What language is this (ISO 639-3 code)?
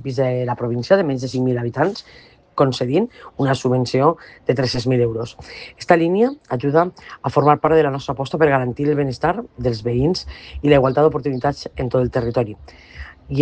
cat